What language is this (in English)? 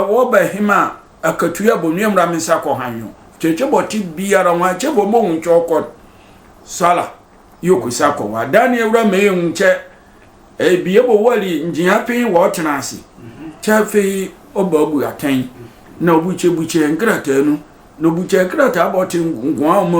Sehwi